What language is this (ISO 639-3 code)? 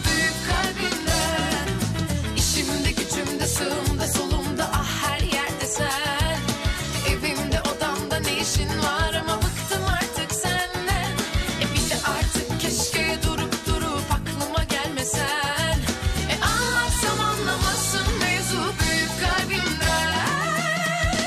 tur